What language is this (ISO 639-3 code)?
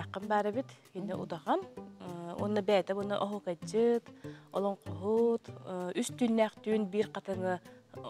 sah